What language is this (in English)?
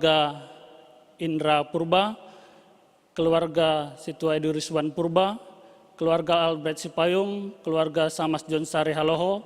Batak Simalungun